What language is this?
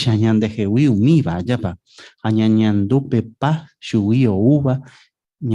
Guarani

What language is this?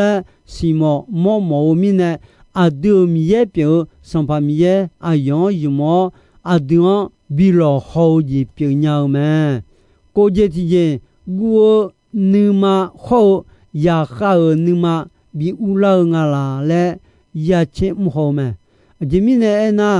Akha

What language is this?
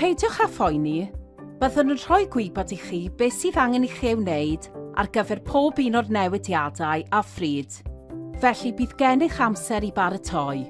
Welsh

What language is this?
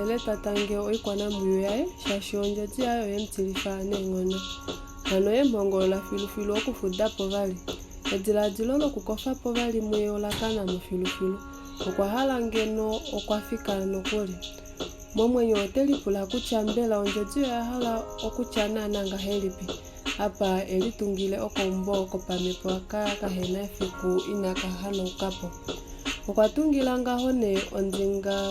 Kuanyama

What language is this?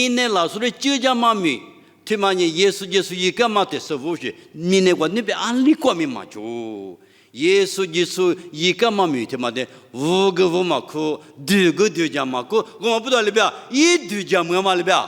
Lisu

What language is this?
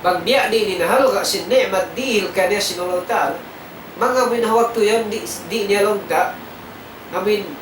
Tausug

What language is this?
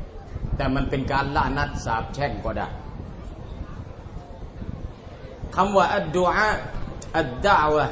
Thai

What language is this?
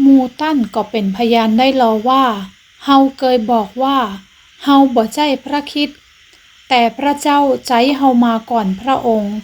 Northern Thai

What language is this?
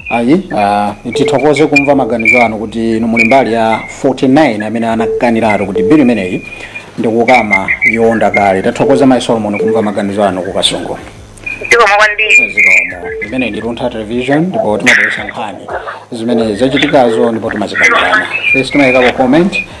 Nyanja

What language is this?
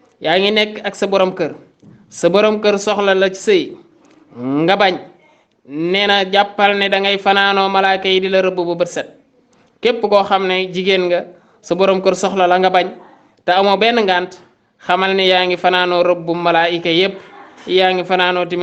Wolof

